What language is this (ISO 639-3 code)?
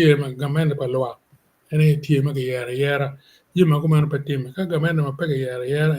ach